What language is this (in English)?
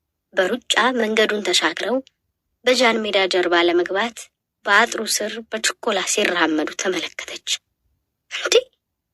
Amharic